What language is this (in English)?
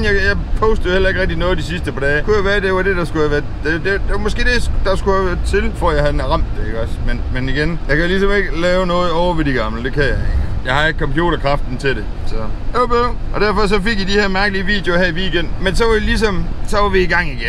Danish